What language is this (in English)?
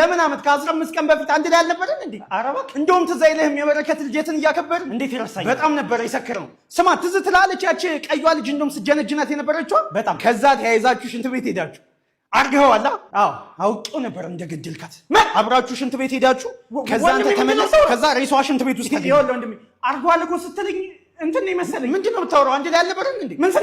Amharic